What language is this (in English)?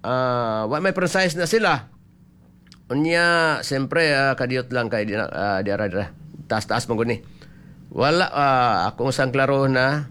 Cebuano